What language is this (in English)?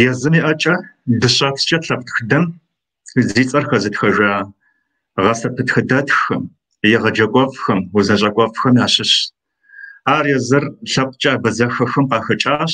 Kabardian